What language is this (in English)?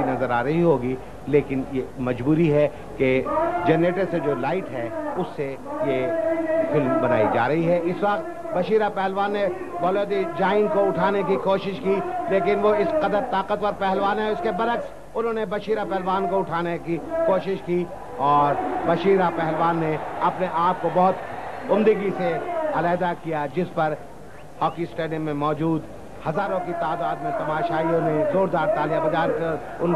Urdu